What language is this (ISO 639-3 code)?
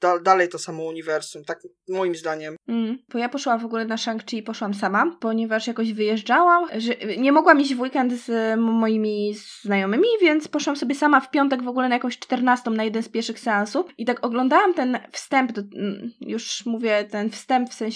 pol